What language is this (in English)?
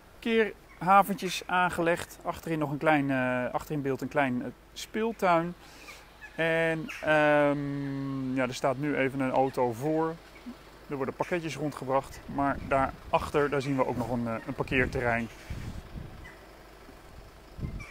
Dutch